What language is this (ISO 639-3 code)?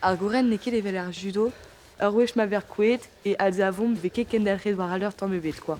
bre